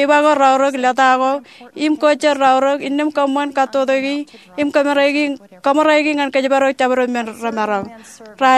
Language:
Marshallese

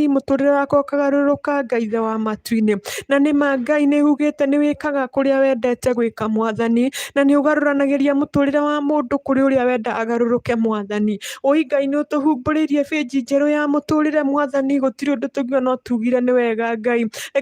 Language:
Kikuyu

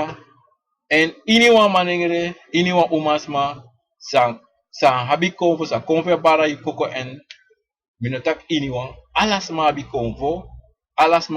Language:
Sranan Tongo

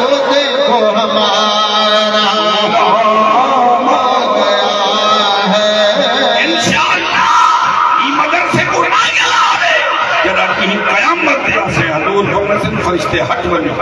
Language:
Saraiki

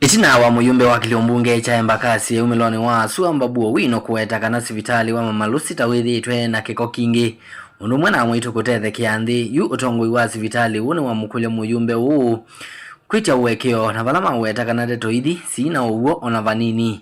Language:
Kamba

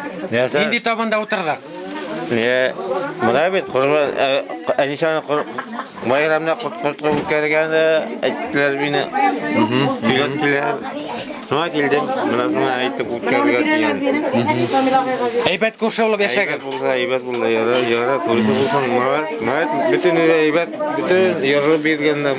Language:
Bashkir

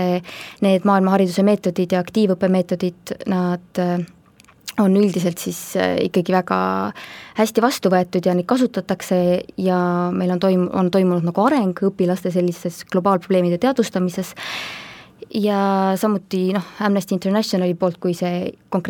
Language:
Estonian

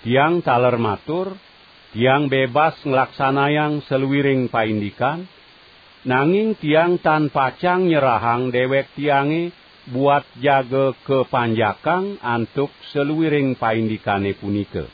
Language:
Balinese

